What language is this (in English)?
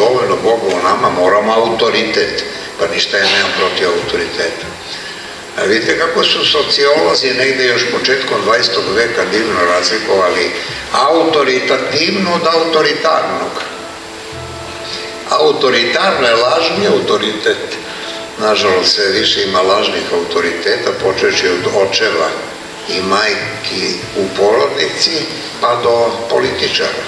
Serbian